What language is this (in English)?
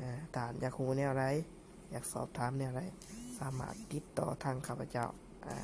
Lao